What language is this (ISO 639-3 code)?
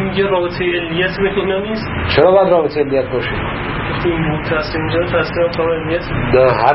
fas